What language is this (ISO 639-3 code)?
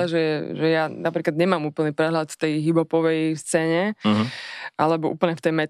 slk